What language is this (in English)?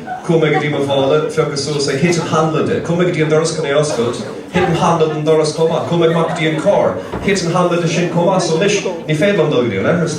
Irish